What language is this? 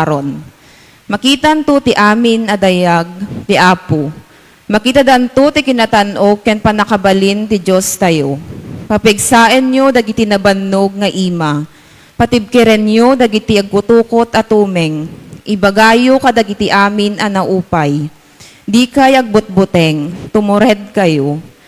Iloko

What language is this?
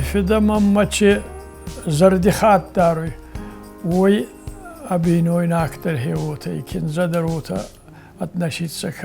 Ossetic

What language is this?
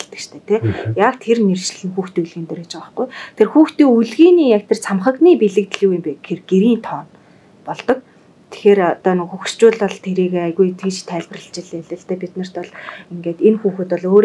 Mongolian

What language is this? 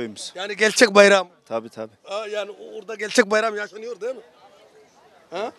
Turkish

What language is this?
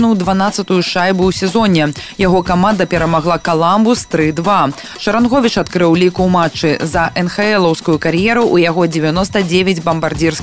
Belarusian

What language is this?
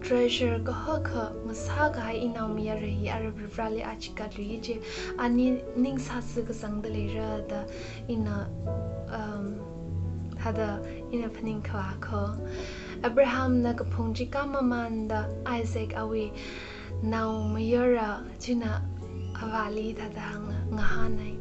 Tangkhul Naga (India)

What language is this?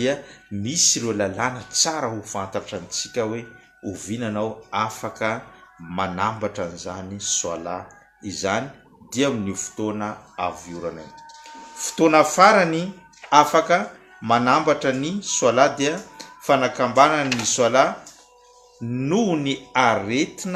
Malagasy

